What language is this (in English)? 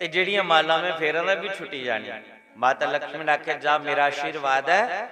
Dogri